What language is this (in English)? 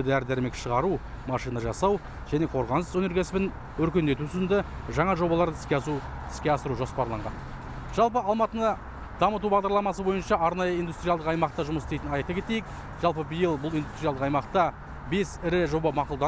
Kazakh